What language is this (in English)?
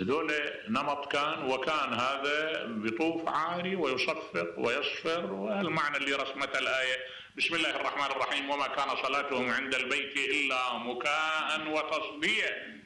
Mesopotamian Arabic